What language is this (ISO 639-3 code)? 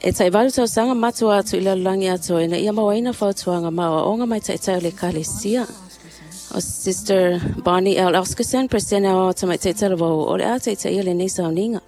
smo